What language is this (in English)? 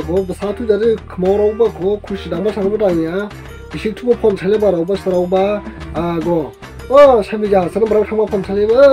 Dimasa